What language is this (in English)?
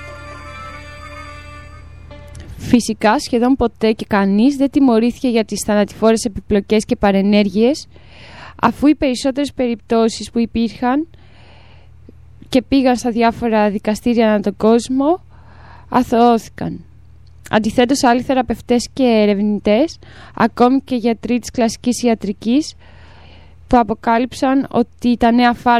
Greek